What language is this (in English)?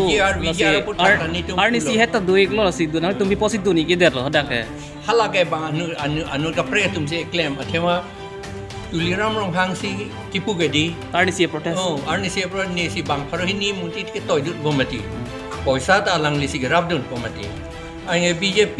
Karbi